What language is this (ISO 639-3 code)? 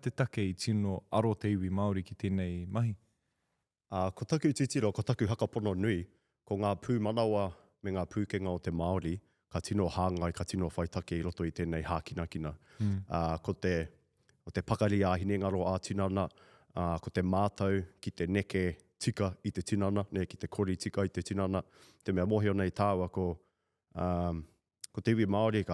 mri